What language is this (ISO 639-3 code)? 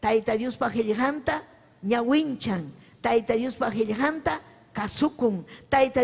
quy